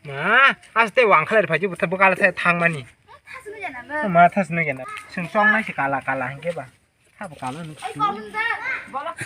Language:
Kok Borok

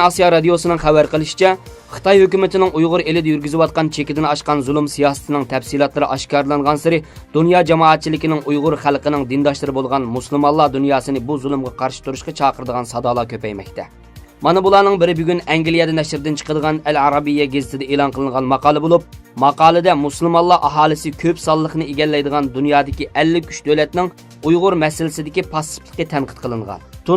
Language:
Uyghur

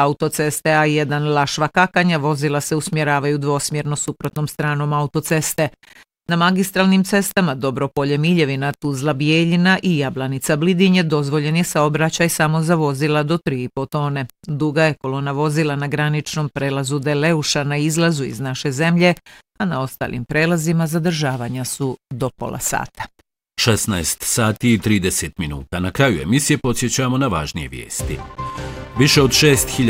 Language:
Bosnian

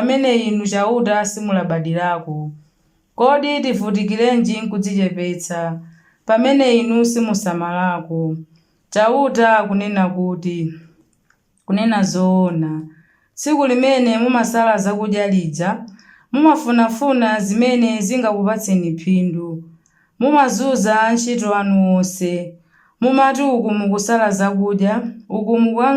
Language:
Nyanja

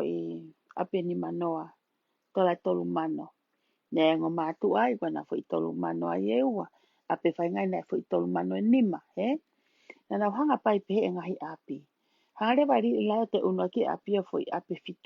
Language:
Tongan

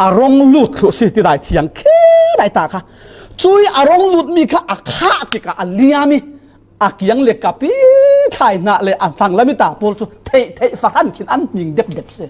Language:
Falam Chin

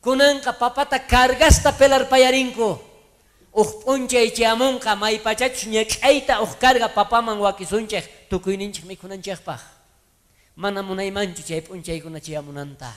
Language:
South Bolivian Quechua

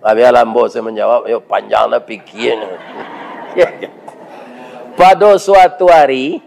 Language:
Minangkabau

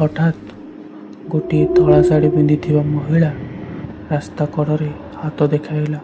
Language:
Odia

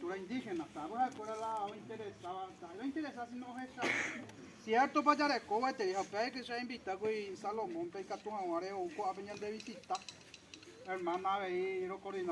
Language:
Guarani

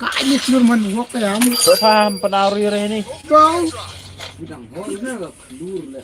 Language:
Khasi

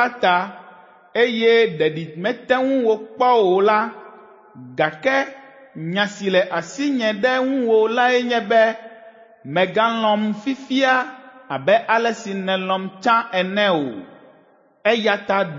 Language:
Ewe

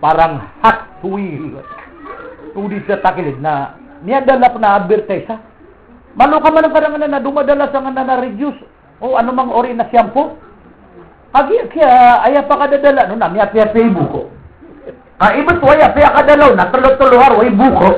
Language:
Maranao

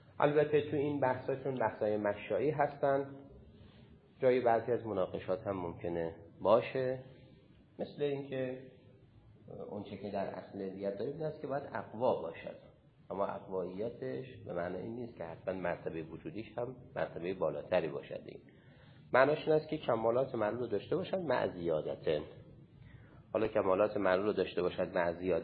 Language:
Persian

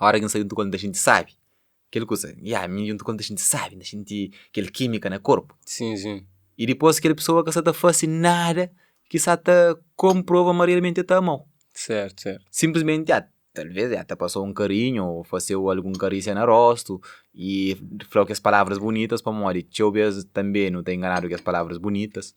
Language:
Kabuverdianu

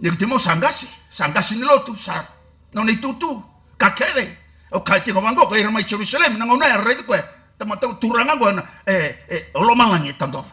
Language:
Fijian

